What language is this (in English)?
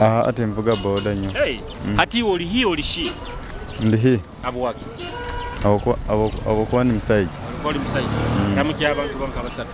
Nyoro